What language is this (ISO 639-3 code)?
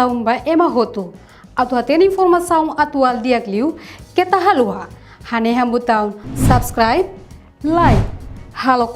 tet